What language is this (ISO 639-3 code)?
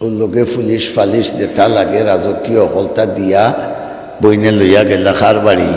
syl